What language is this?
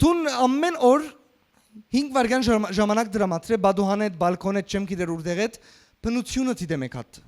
Western Armenian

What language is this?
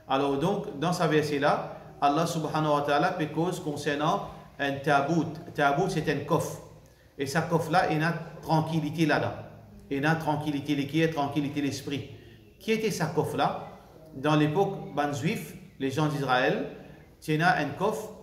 Morisyen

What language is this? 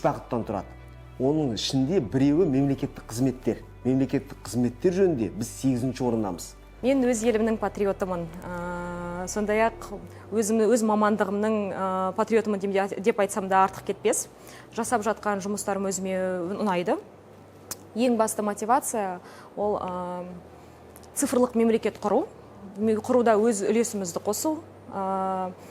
Kazakh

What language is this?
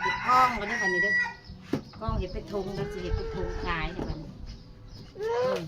Northeastern Thai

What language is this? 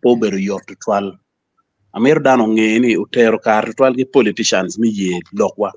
Acoli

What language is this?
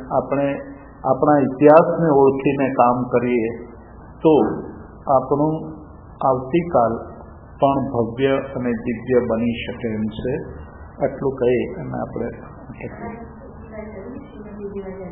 Gujarati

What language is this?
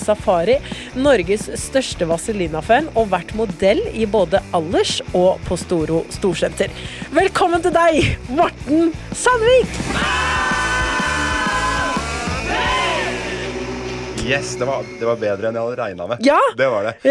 Norwegian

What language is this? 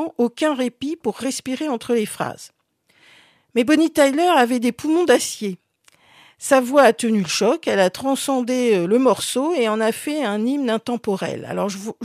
French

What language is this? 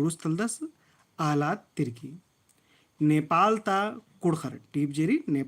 Kurukh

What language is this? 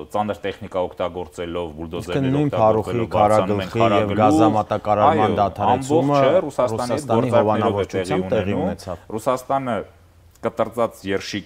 Armenian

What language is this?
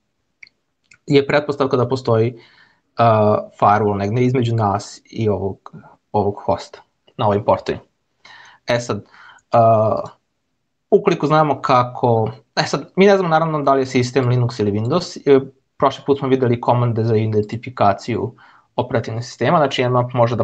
Serbian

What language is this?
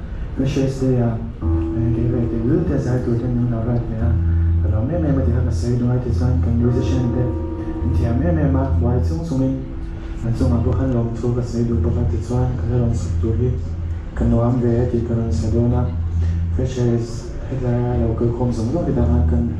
Mizo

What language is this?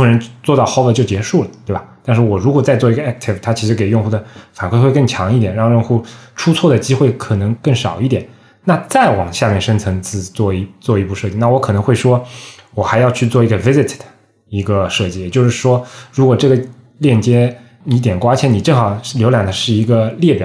Chinese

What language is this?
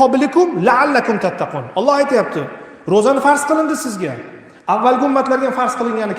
Uzbek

